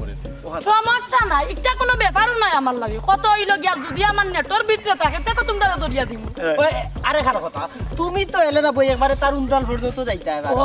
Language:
Sylheti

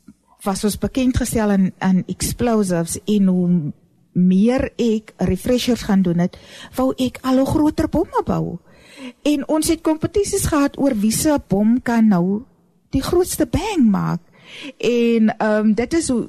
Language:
Afrikaans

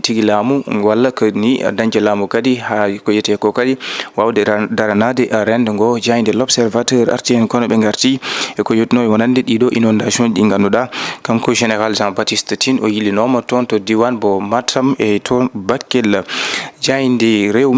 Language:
Fula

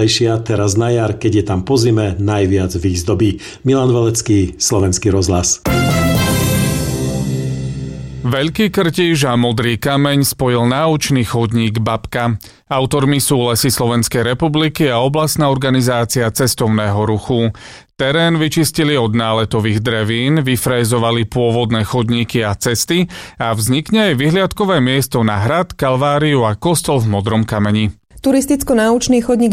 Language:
Slovak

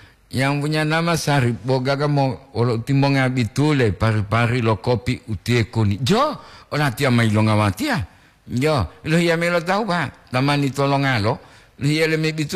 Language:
Gorontalo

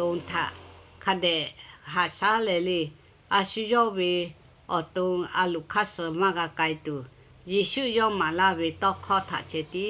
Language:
Lahu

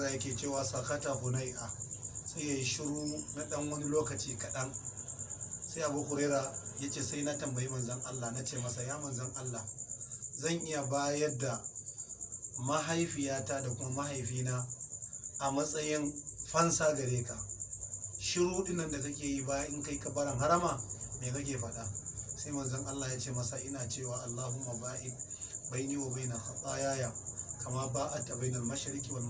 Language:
Hausa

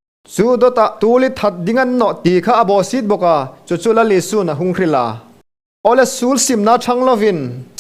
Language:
Hmar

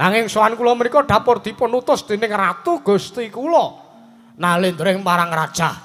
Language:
Javanese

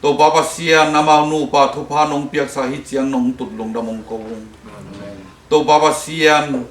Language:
Tedim Chin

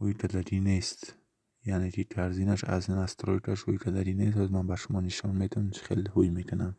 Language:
Tajik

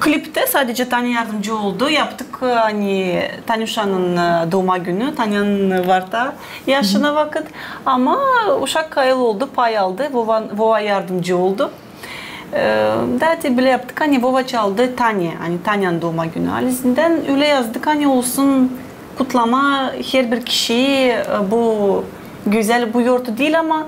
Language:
Gagauz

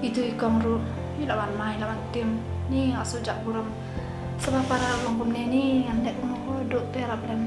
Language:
Khasi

